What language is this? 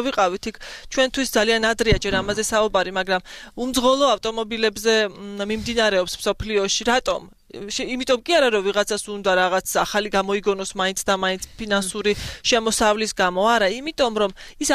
Georgian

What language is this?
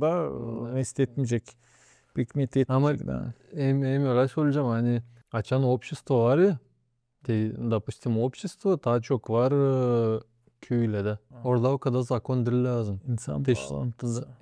Gagauz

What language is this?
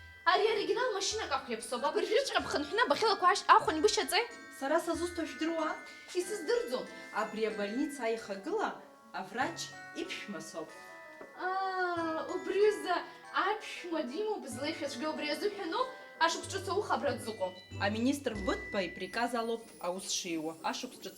Abkhazian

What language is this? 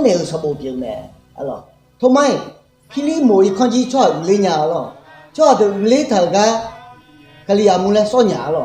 Akha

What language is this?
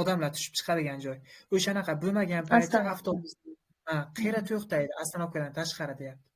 Uzbek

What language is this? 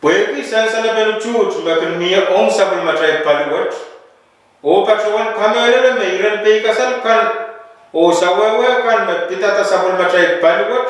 Pohnpeian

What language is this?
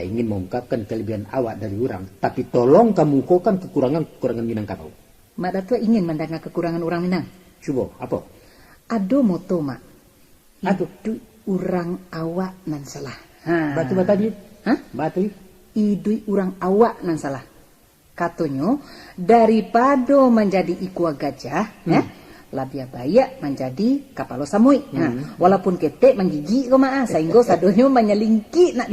Minangkabau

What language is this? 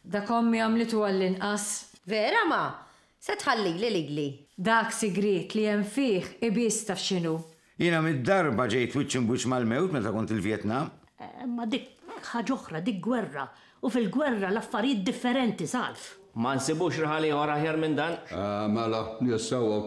Maltese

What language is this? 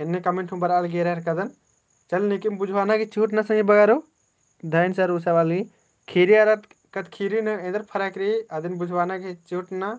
Kurukh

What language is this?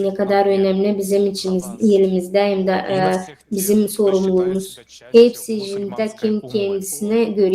Gagauz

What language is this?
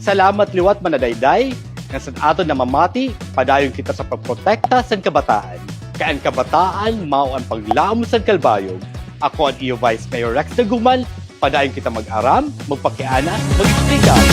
Waray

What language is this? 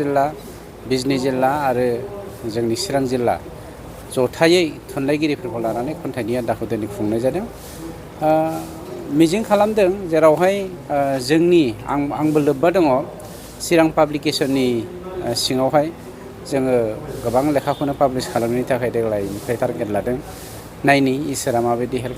Bodo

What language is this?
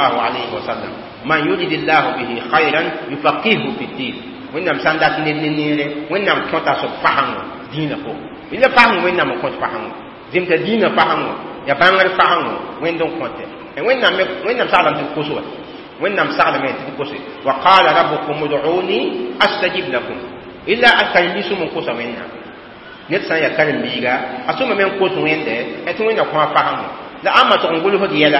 Mossi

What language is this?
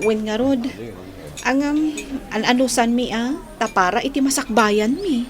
Iloko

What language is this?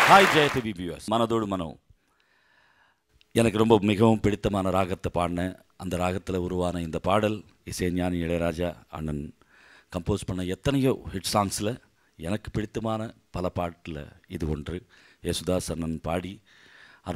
Tamil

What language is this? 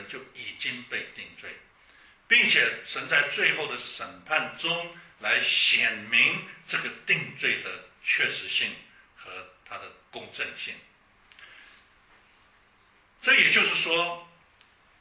Chinese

